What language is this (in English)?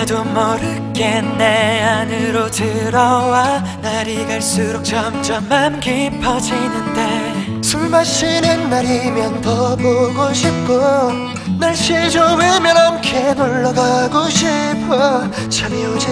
Korean